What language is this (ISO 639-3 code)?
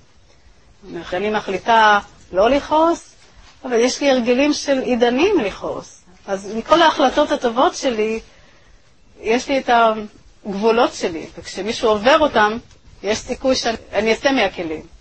heb